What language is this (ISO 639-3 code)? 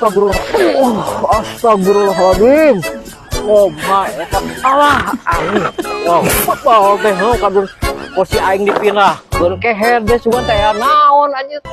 sun